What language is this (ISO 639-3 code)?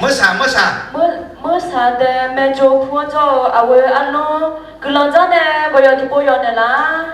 ahk